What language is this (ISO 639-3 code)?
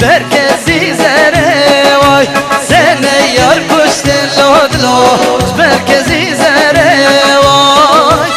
kur